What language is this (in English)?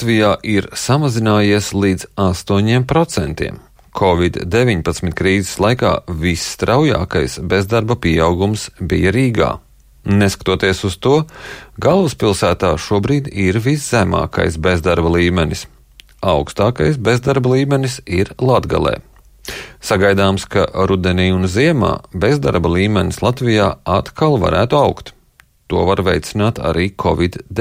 Latvian